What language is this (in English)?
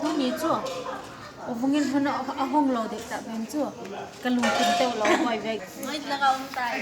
Tedim Chin